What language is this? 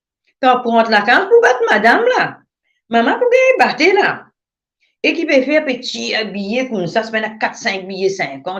Morisyen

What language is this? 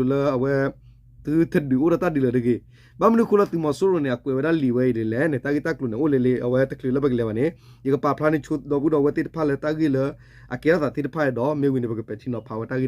S'gaw Karen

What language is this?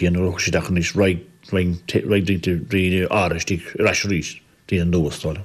Irish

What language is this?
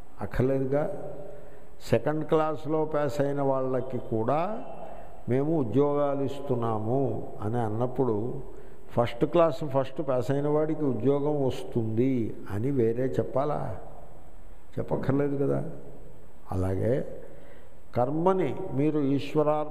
Telugu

